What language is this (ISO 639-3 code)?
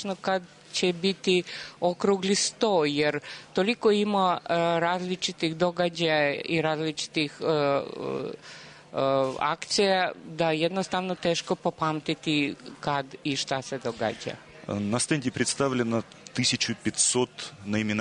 srp